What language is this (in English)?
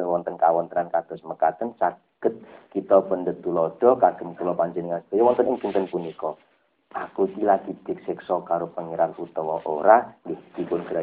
Javanese